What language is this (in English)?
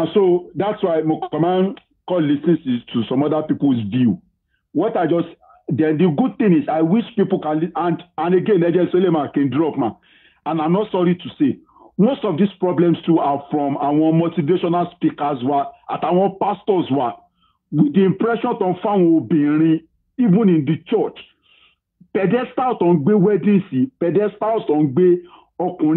Yoruba